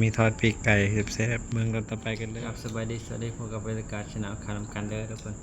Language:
Northeastern Thai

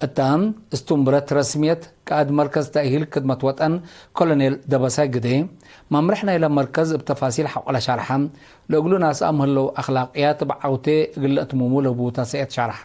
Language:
Tigre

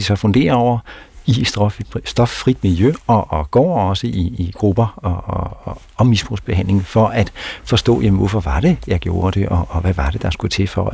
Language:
Danish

